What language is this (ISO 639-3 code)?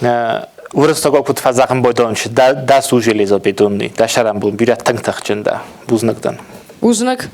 oss